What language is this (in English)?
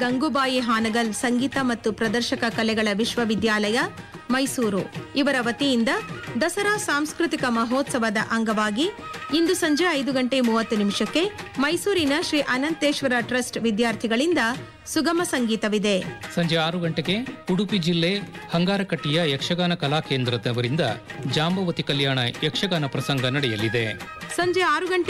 Kannada